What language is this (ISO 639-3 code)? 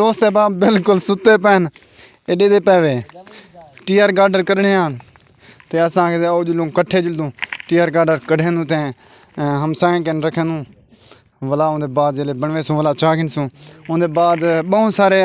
skr